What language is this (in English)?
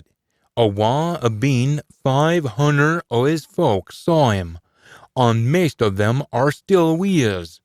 Scots